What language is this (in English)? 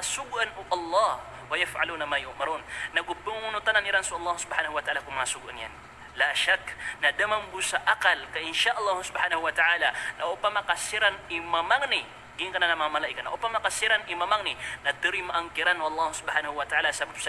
Maranao